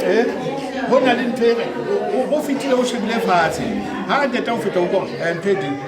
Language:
Southern Sotho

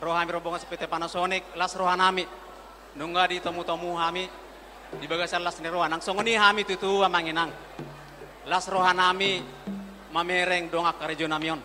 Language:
Batak Toba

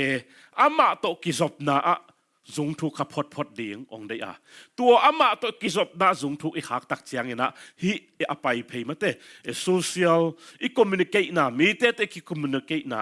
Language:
Tedim Chin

